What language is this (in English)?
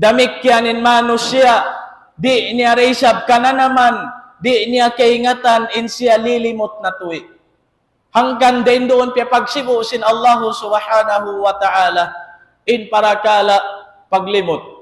Tausug